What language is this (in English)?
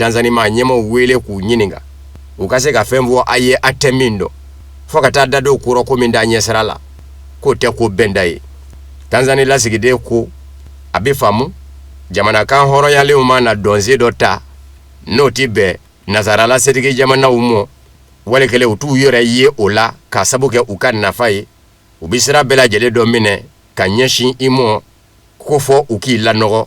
Bambara